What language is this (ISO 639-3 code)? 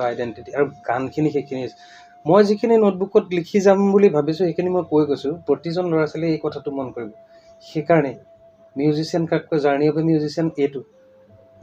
asm